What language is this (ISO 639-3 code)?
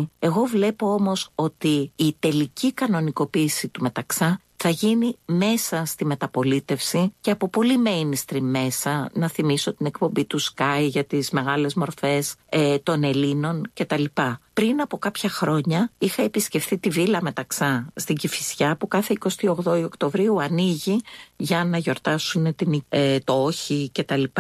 ell